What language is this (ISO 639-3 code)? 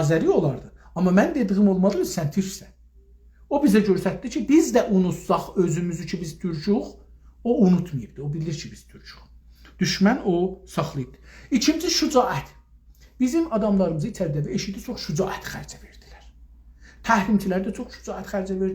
azb